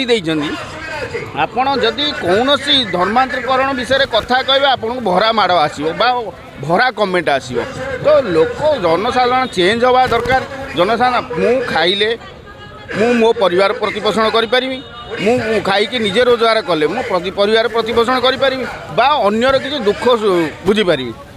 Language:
Odia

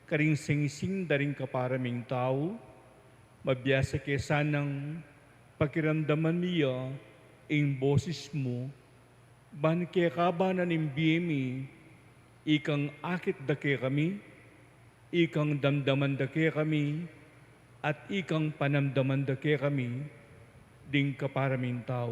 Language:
Pampanga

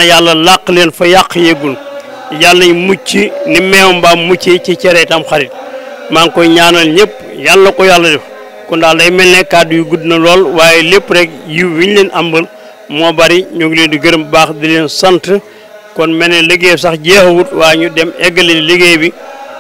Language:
Wolof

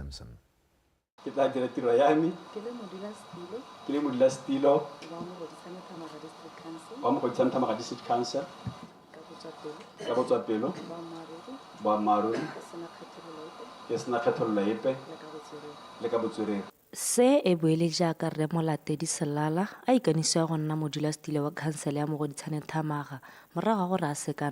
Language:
Tswana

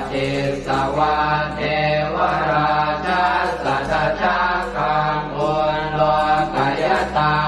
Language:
Pali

